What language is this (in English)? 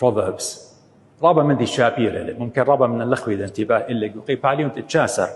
Assyrian Neo-Aramaic